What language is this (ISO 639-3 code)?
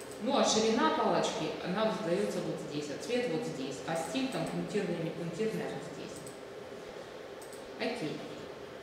rus